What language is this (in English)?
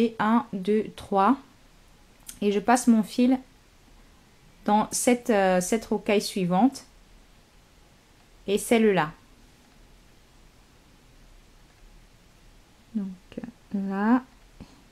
French